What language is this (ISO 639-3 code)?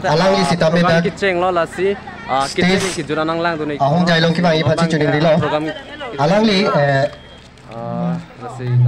mjw